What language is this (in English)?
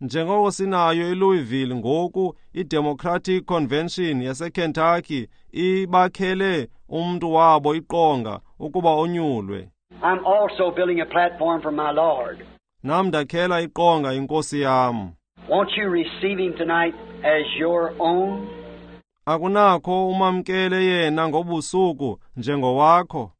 Xhosa